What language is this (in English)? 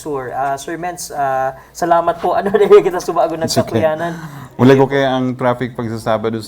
Bikol